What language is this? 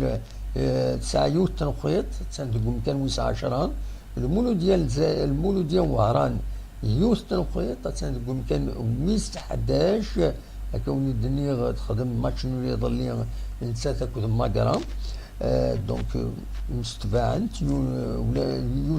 Kabyle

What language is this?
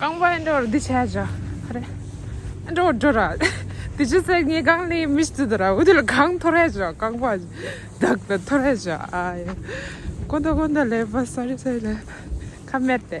Tibetan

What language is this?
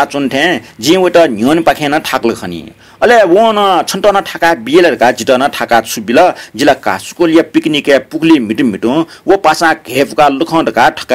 Newari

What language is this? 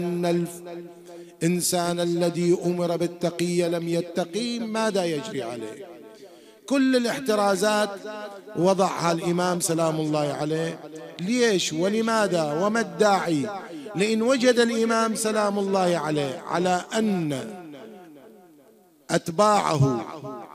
Arabic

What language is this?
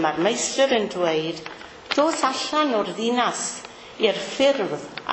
Welsh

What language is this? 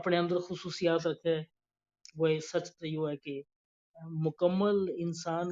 Gujari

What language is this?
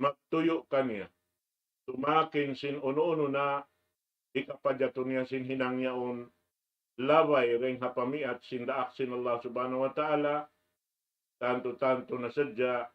Tausug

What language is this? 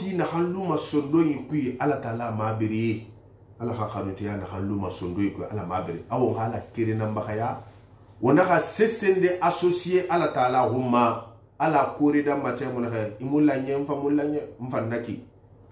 Susu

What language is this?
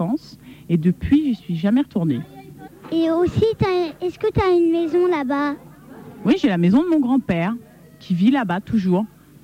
French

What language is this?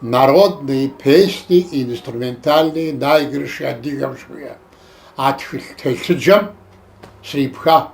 Kabardian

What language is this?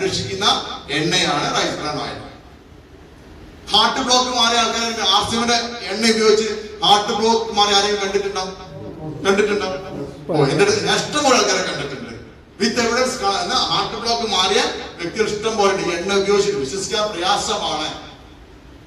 Malayalam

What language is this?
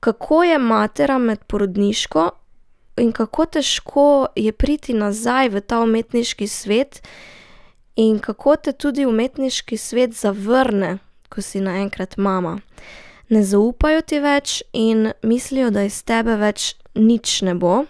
Slovenian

